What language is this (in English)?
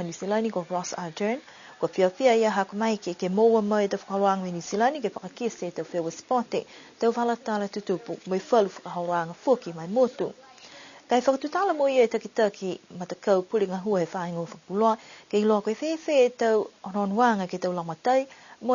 Niuean